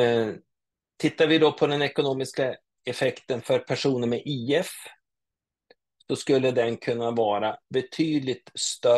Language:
Swedish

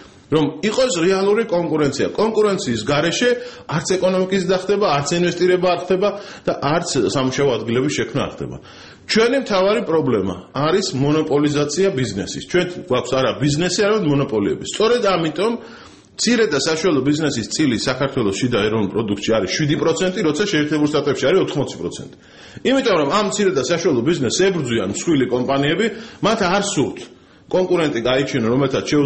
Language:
Georgian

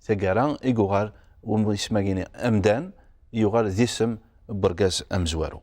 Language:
Kabyle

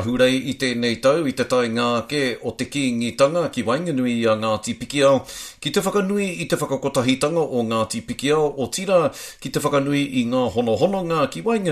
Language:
Māori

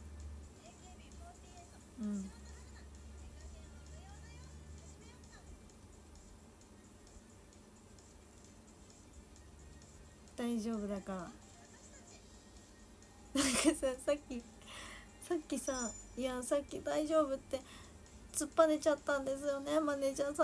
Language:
Japanese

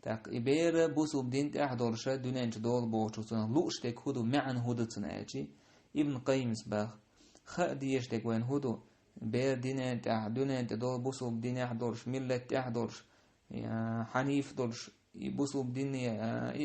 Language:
Chechen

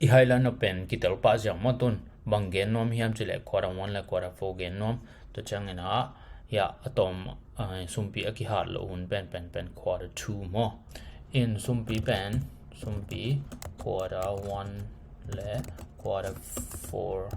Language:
Tedim Chin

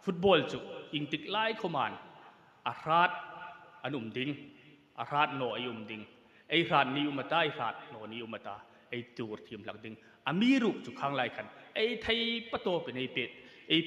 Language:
Hmar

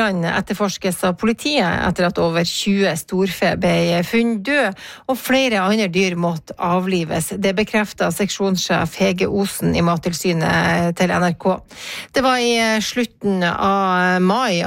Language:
Norwegian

